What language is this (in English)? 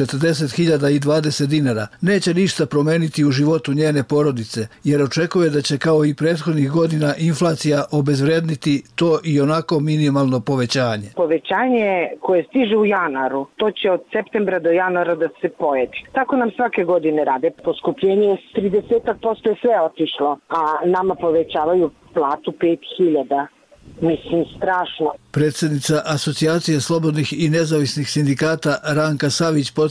Serbian